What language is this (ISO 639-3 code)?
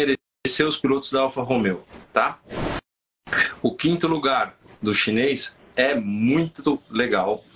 por